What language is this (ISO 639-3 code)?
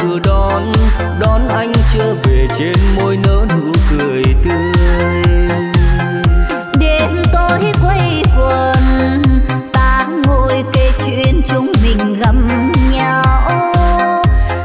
vie